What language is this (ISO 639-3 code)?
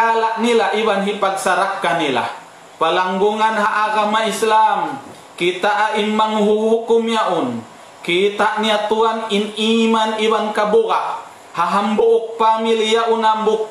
tsg